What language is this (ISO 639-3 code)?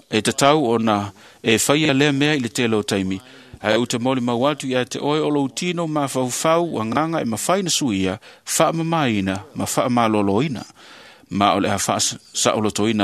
smo